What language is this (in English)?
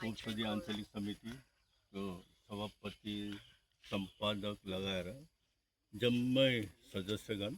Nepali